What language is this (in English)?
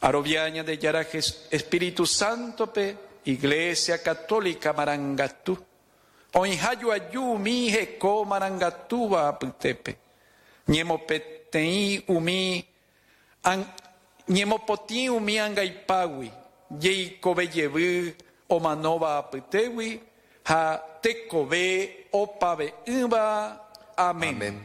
Guarani